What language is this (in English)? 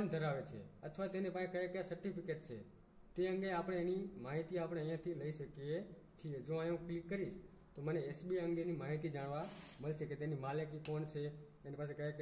Gujarati